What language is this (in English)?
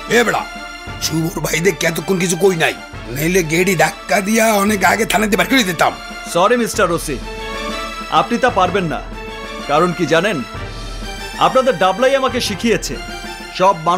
Bangla